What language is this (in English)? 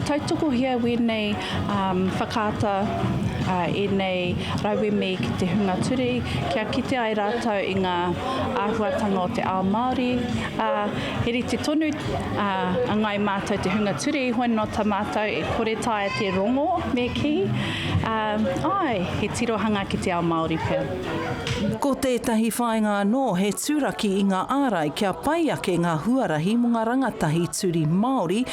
Māori